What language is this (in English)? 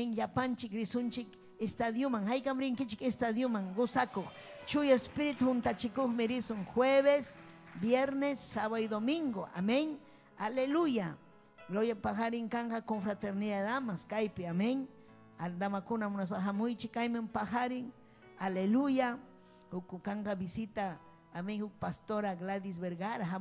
Ayacucho Quechua